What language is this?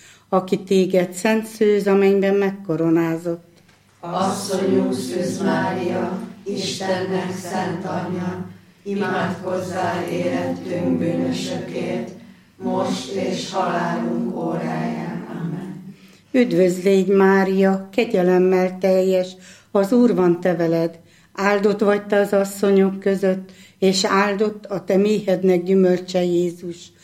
Hungarian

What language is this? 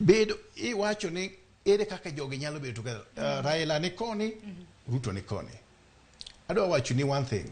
Luo (Kenya and Tanzania)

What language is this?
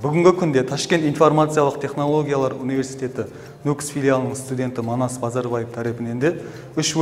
Kara-Kalpak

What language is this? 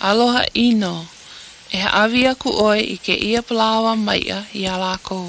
Hawaiian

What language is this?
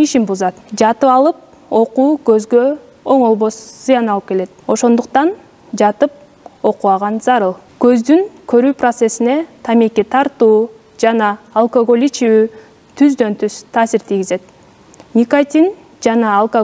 Kyrgyz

